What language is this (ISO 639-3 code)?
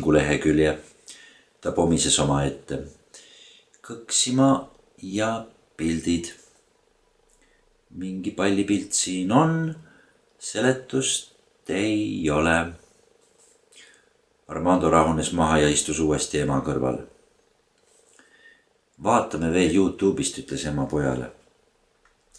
est